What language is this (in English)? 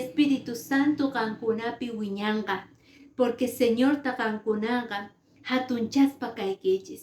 Quechua